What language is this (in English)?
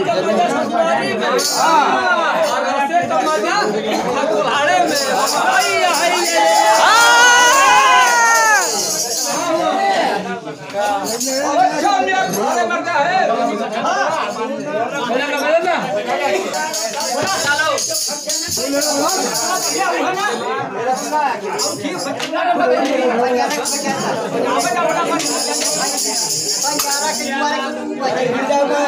Bhojpuri